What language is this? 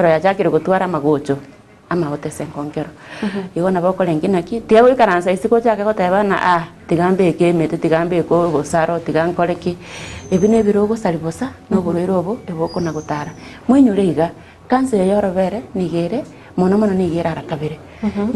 Gusii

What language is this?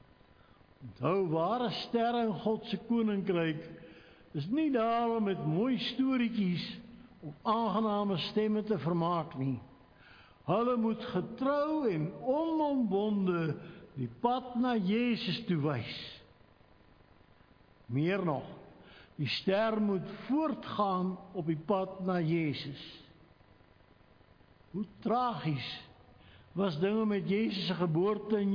Afrikaans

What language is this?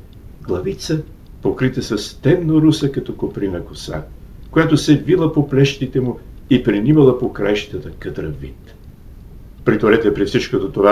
Bulgarian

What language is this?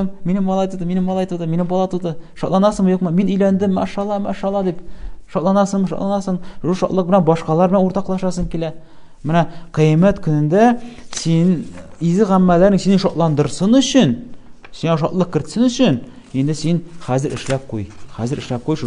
Tatar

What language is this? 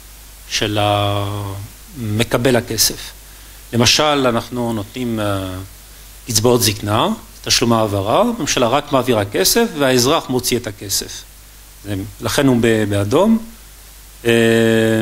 Hebrew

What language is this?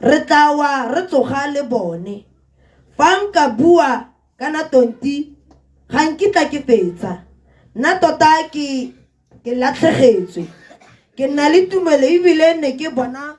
Tswana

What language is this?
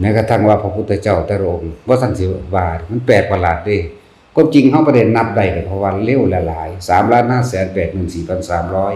Lao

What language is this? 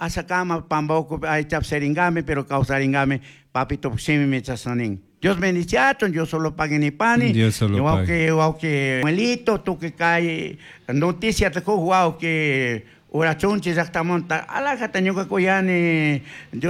Chimborazo Highland Quichua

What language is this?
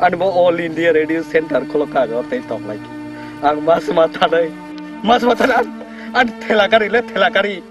Kok Borok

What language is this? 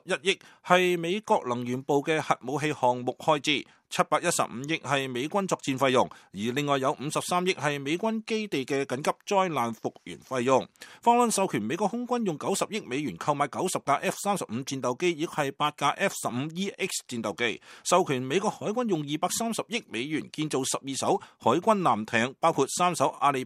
Cantonese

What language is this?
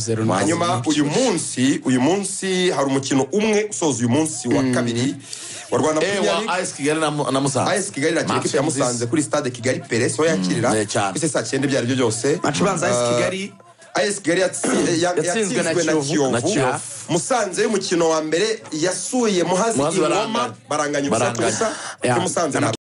Kinyarwanda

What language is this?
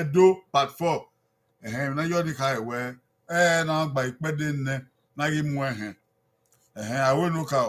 Bini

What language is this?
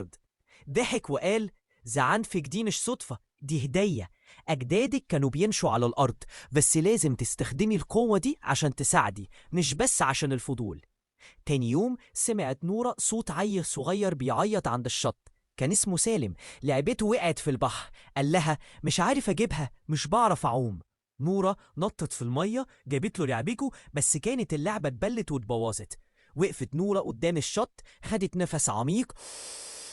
Egyptian Arabic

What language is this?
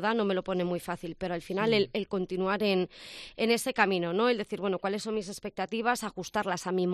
Spanish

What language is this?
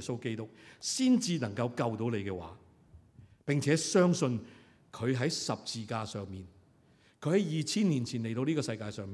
Cantonese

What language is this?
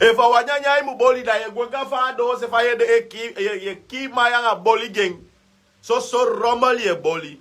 Sranan Tongo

